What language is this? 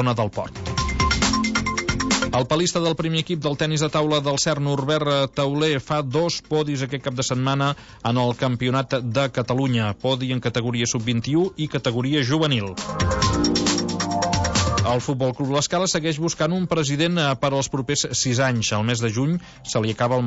Catalan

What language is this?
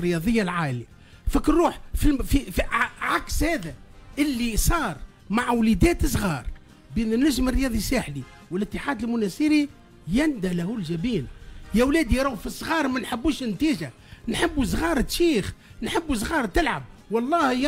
Tunisian Arabic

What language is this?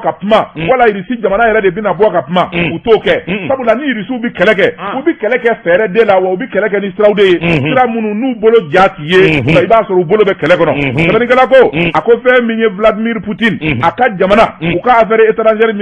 Bambara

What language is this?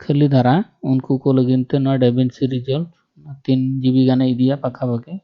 Santali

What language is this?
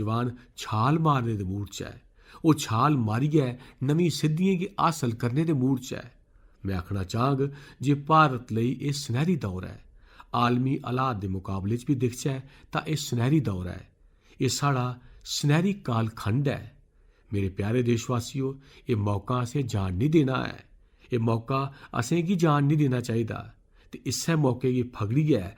Dogri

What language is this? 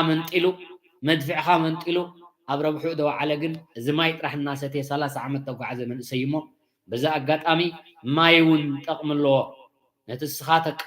Tigrinya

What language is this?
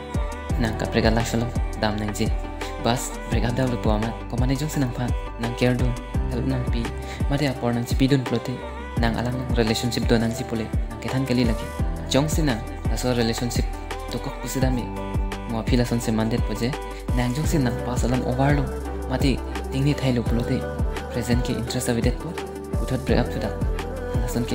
Karbi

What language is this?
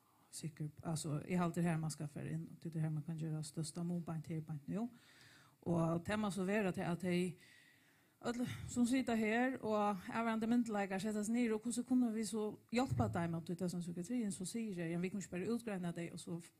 Faroese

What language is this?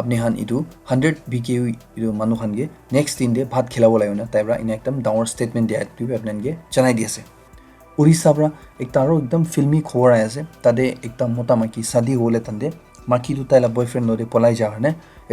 Naga Pidgin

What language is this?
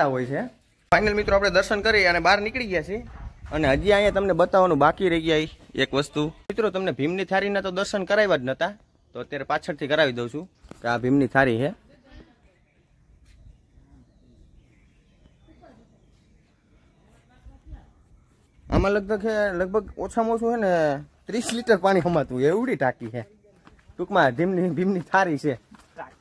Gujarati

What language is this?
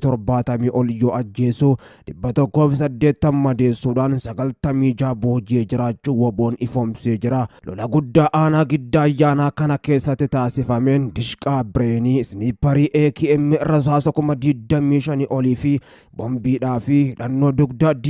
Oromo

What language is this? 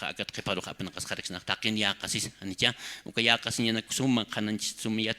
Aymara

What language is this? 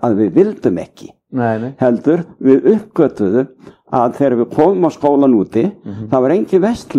Icelandic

